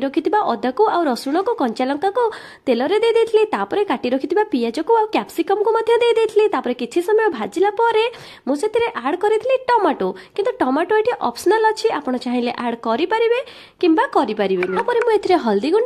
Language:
Odia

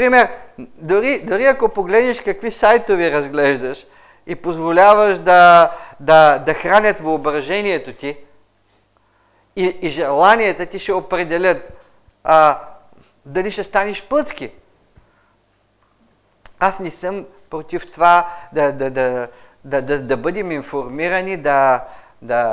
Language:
Bulgarian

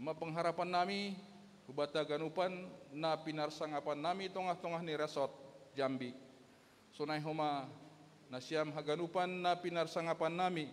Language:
Batak Simalungun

